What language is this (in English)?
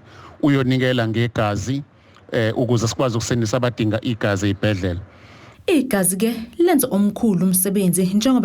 Zulu